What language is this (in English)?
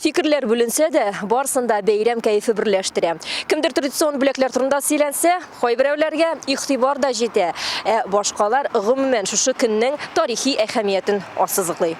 Tatar